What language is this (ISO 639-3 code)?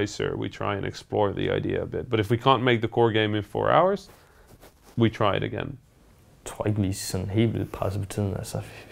dan